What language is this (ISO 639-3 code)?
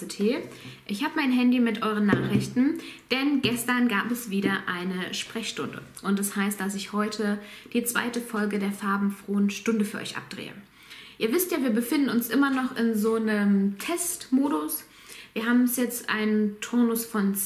deu